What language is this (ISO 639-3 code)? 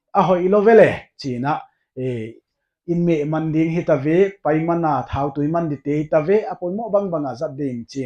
pck